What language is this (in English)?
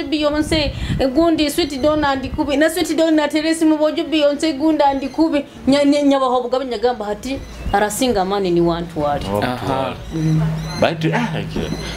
Nyoro